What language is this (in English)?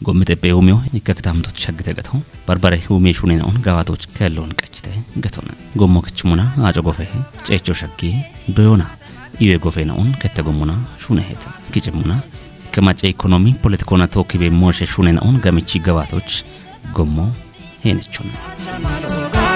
Kafa